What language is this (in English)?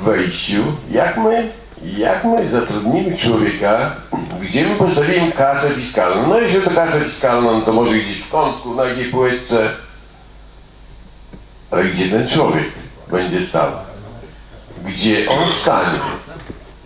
Polish